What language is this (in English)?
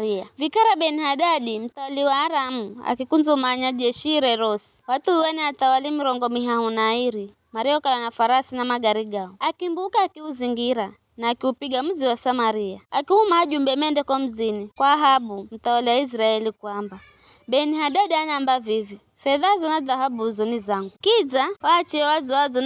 Giryama